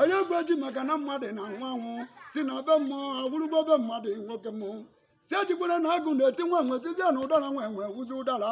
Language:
Igbo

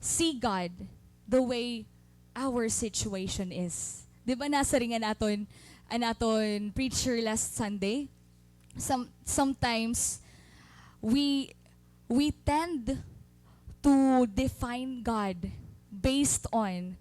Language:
Waray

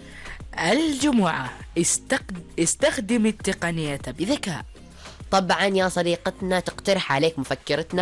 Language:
Arabic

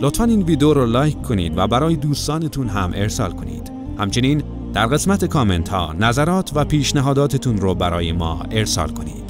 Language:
Tajik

